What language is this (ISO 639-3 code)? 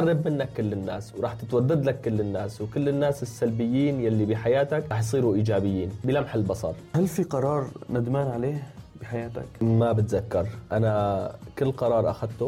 apc